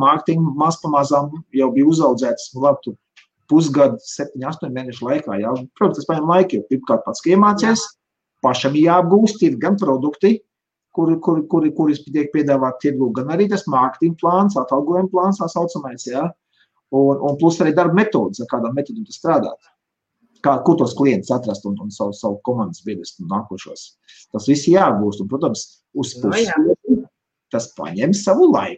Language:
Latvian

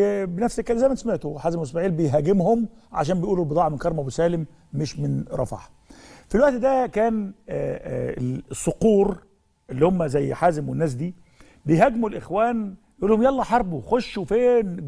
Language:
Egyptian Arabic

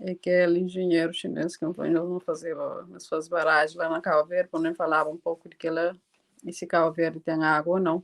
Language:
Kabuverdianu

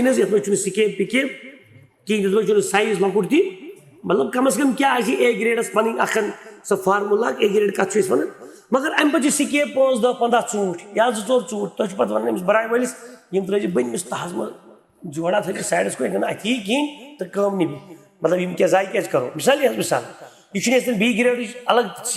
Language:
Kashmiri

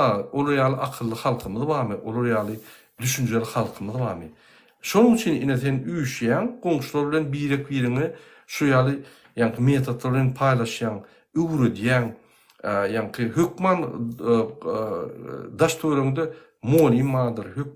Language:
Turkmen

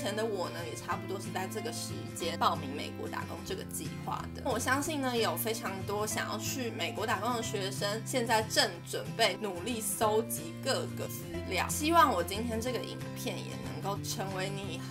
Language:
Chinese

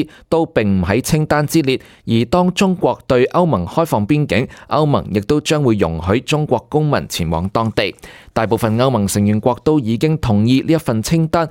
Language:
Cantonese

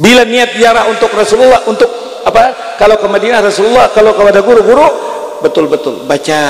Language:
Banjar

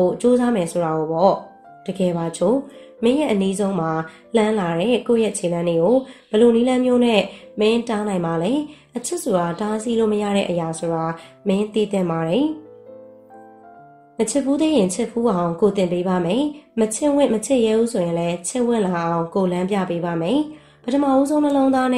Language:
Burmese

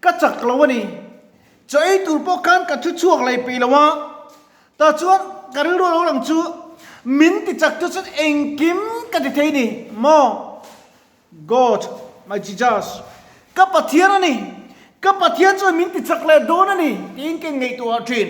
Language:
Mizo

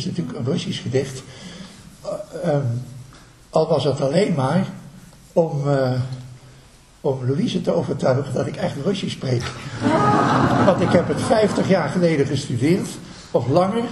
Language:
Dutch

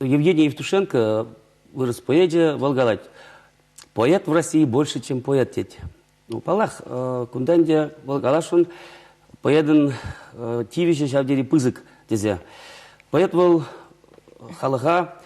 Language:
Chuvash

